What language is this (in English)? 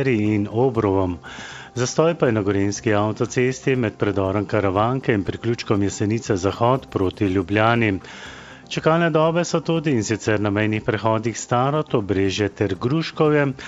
Slovenian